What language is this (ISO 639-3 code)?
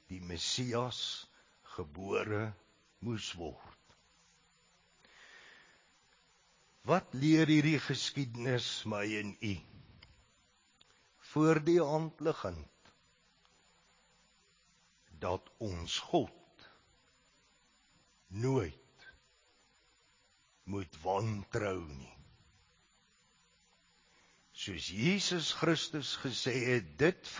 afr